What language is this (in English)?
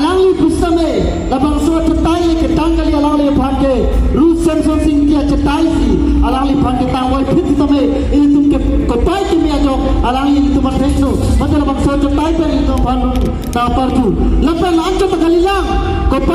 Karbi